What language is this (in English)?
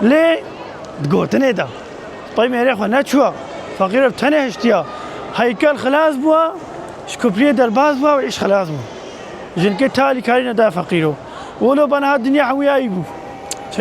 Kurdish